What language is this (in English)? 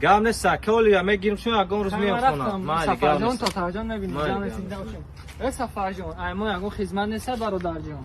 Tajik